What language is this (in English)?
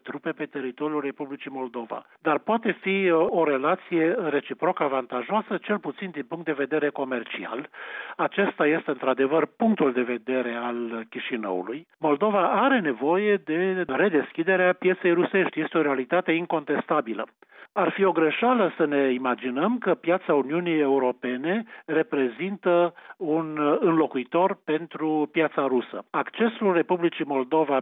Romanian